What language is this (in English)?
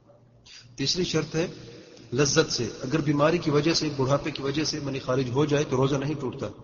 Urdu